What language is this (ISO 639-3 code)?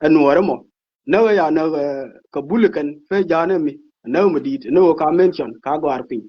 nus